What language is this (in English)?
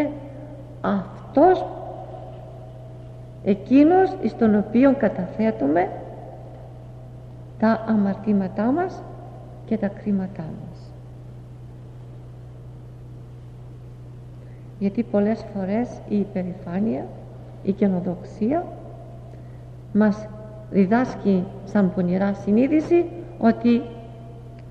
Greek